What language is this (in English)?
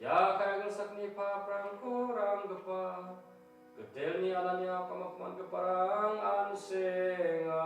Garo